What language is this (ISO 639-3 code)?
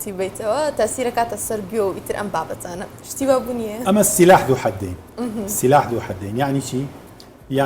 ckb